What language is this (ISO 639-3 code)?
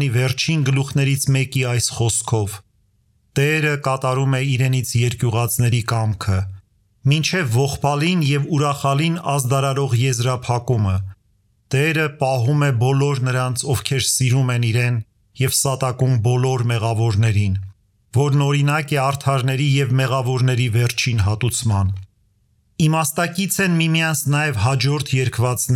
hye